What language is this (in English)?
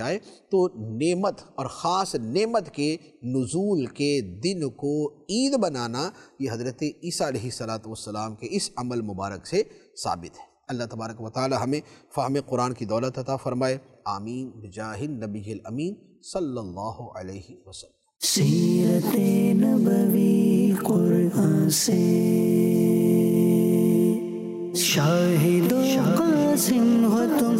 Urdu